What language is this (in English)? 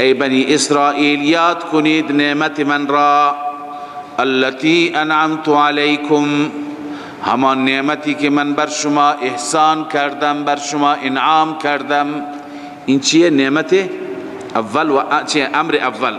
Persian